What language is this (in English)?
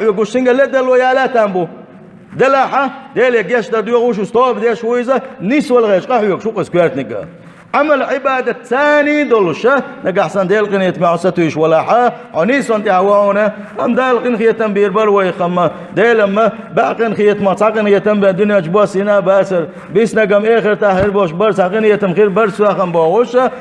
Chechen